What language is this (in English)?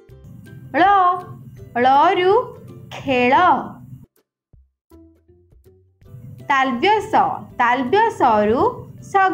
Odia